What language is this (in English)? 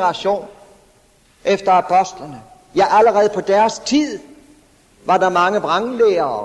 Danish